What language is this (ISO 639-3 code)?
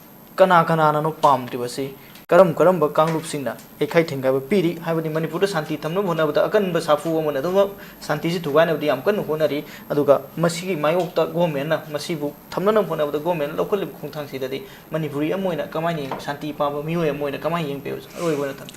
mni